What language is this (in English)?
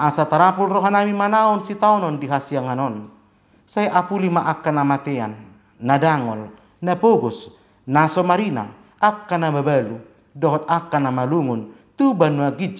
Batak Toba